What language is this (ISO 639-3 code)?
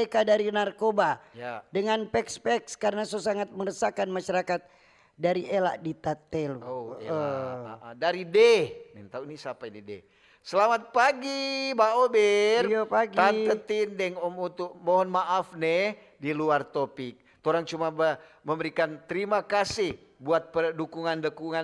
xmm